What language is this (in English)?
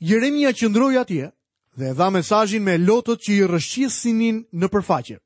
Albanian